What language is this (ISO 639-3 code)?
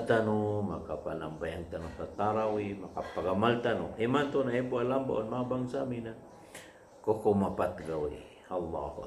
mrw